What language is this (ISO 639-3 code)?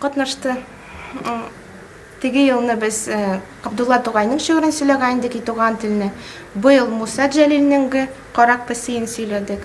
tat